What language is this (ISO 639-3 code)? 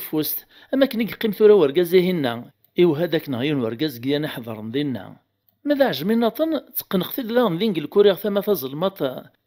kab